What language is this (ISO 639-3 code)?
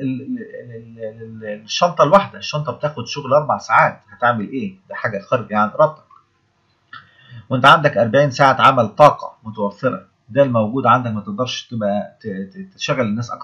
arz